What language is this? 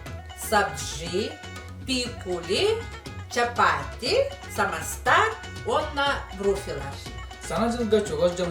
Yakut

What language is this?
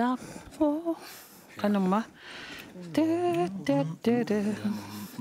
Kalaallisut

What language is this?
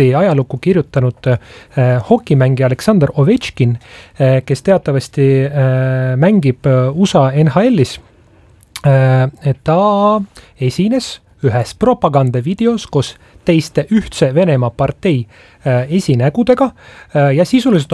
Estonian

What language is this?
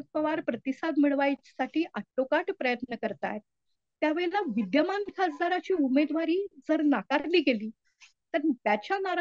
Marathi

